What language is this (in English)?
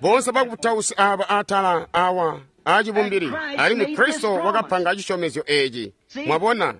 Tonga (Zambia)